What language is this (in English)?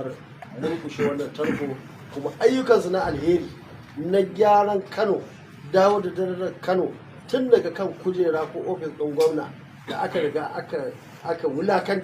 Hausa